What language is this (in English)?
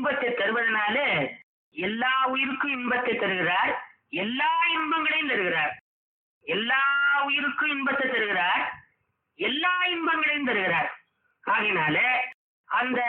Tamil